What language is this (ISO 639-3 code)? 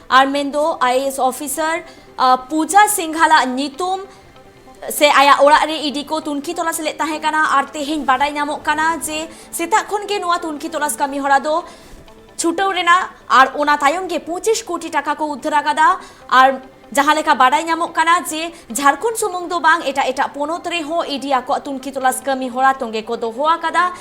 sat